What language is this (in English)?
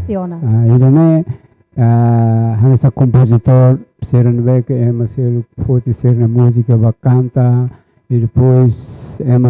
Tetum